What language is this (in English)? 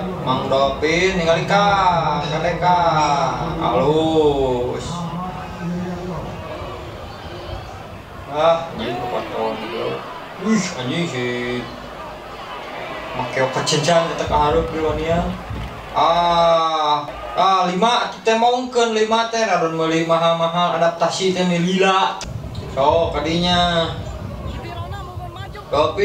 Sundanese